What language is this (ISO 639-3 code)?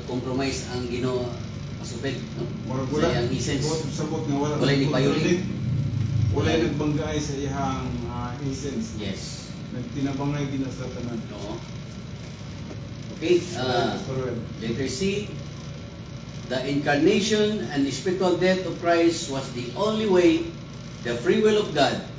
ceb